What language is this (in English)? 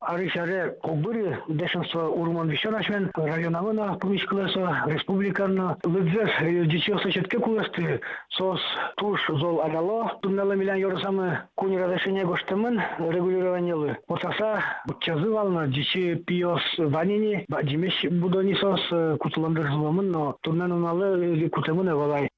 Udmurt